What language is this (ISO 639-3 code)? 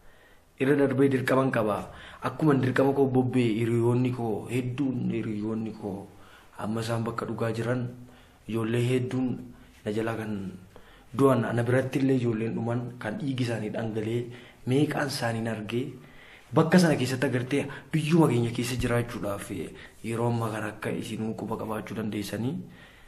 orm